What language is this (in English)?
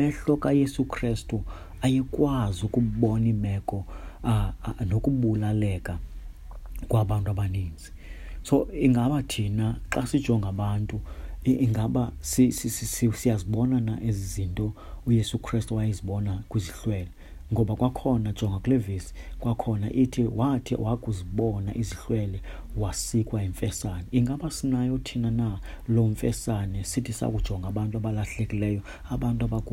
Xhosa